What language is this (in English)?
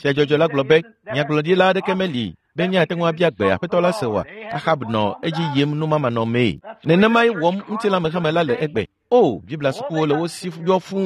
Ewe